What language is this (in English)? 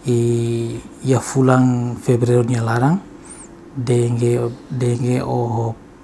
Tetum